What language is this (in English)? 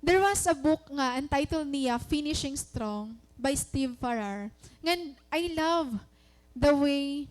Waray